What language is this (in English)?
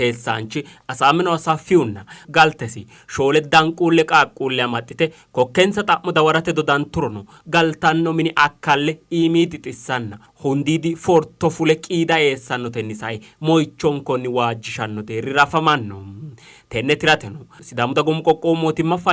Sidamo